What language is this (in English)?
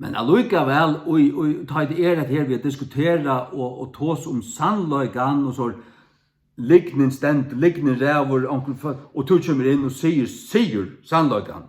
Faroese